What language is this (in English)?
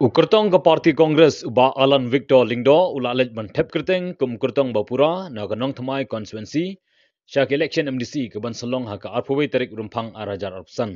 Khasi